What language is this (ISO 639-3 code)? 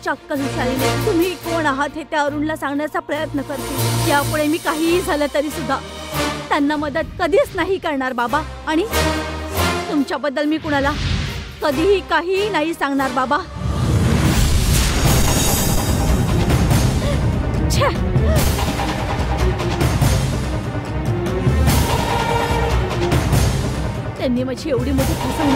mar